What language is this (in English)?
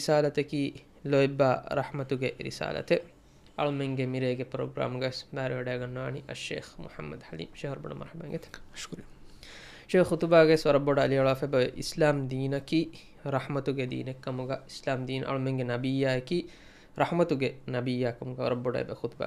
Divehi